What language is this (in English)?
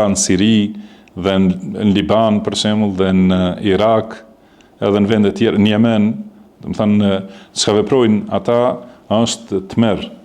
Albanian